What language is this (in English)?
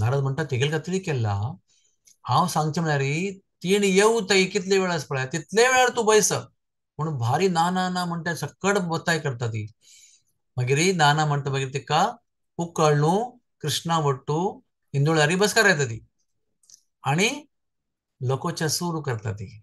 Konkani